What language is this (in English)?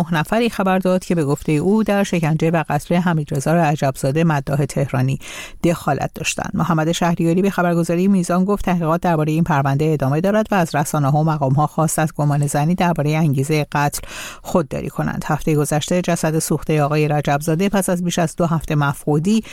Persian